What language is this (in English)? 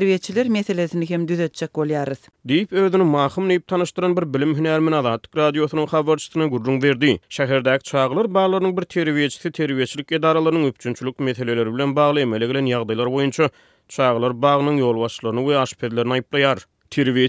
Turkmen